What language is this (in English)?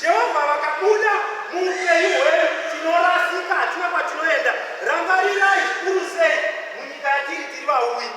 Shona